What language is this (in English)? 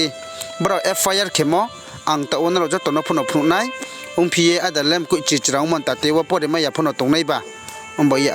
Riang (India)